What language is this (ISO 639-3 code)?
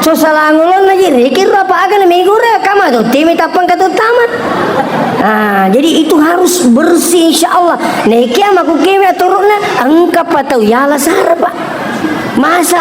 bug